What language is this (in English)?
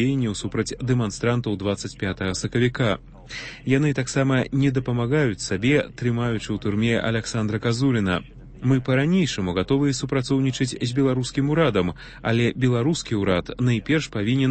Belarusian